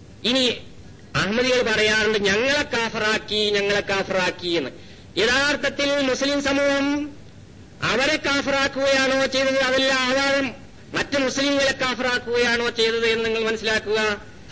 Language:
Malayalam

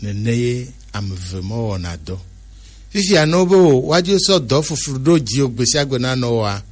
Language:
Gen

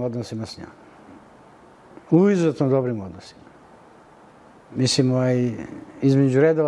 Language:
Serbian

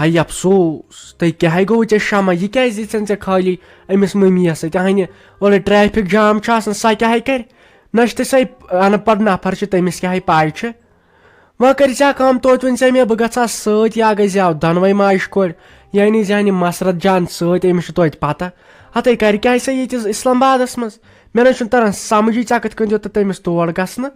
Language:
Kashmiri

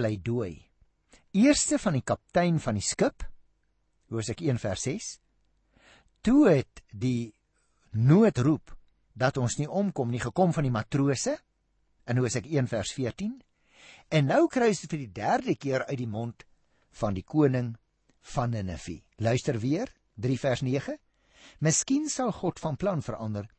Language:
Afrikaans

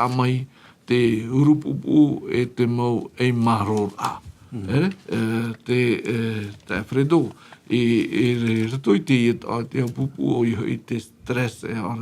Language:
Tahitian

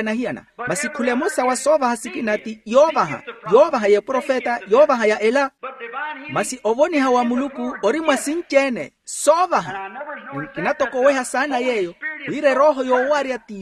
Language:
Makhuwa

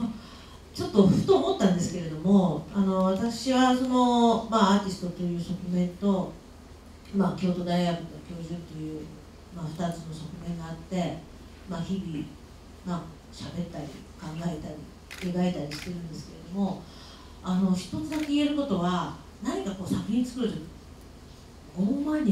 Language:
Japanese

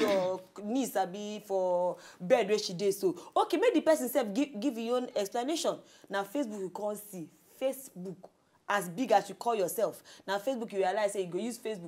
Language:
Nigerian Pidgin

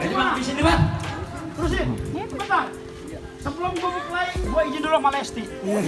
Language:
Betawi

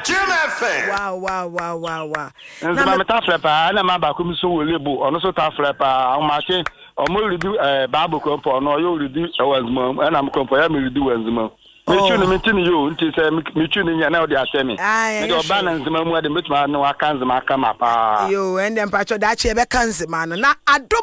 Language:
Akan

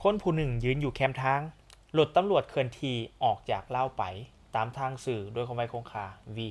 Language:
Lao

